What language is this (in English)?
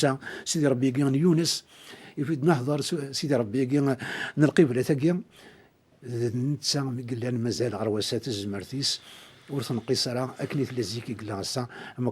Kabyle